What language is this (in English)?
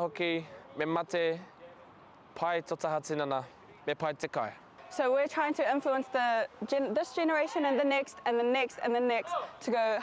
Māori